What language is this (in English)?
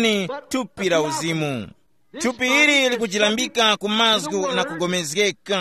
Tumbuka